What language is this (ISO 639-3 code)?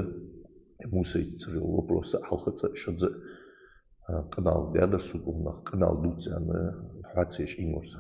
inh